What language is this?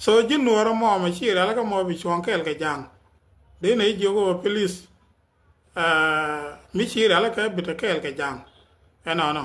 Nuer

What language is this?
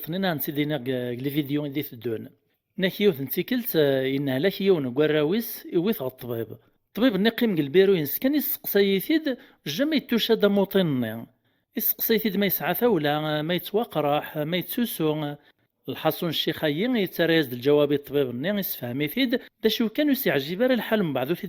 Kabyle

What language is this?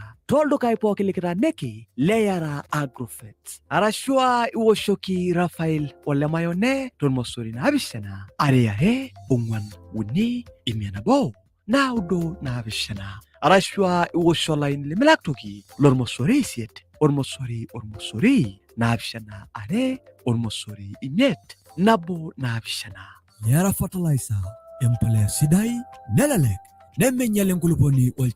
Masai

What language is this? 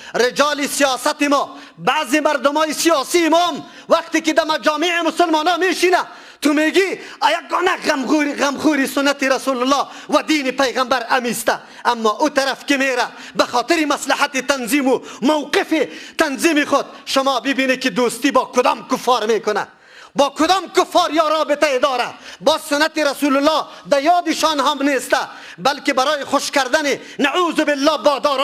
Persian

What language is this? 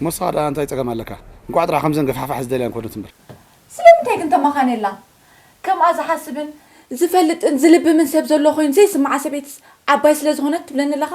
Tigrinya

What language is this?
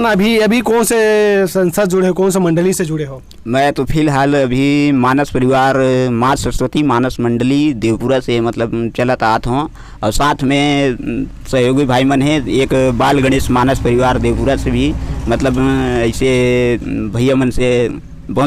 Chhattisgarhi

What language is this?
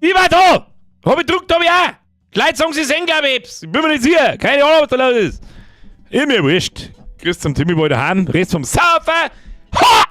Bavarian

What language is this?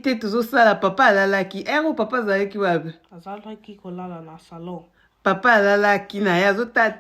Lingala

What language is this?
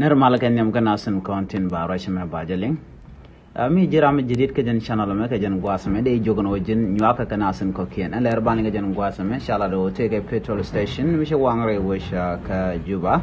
Nuer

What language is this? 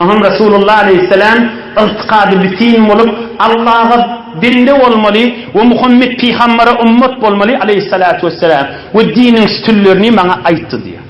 Turkmen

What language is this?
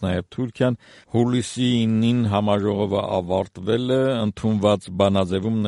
Armenian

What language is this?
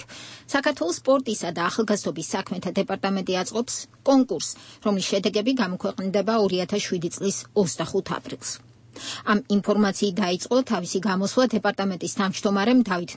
Georgian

